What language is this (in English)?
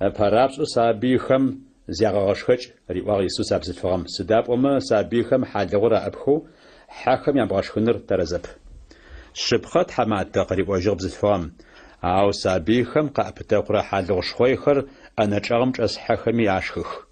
Adyghe